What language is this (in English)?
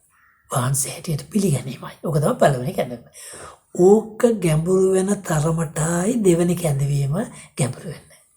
Sinhala